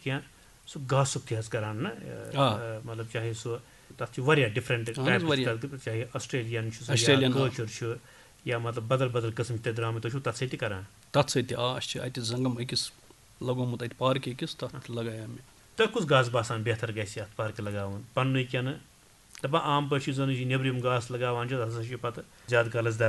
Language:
Kashmiri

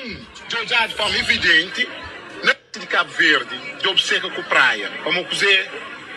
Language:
Kabuverdianu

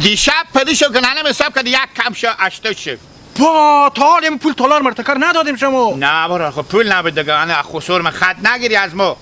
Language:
Hazaragi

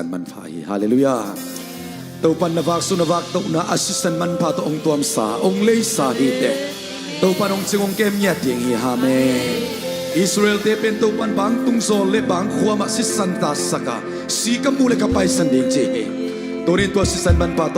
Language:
Tedim Chin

